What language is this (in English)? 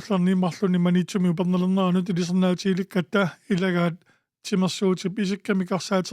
Kalaallisut